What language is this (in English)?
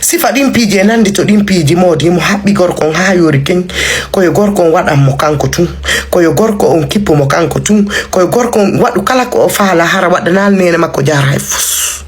Fula